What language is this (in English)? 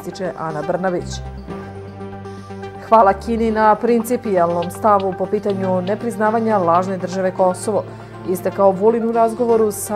Serbian